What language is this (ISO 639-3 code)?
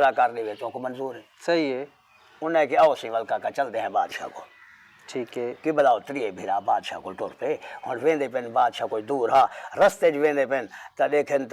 skr